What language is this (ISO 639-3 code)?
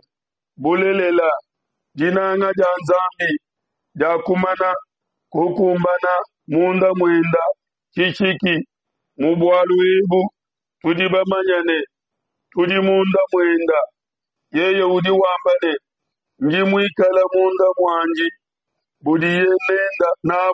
lua